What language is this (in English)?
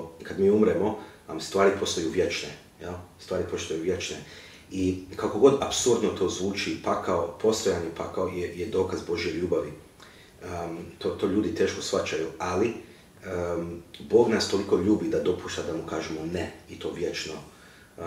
Croatian